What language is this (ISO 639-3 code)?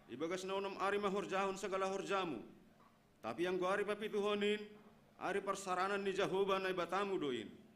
bts